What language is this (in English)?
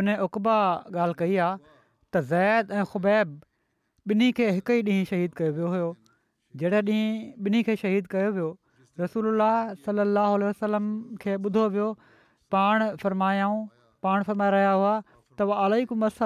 Sindhi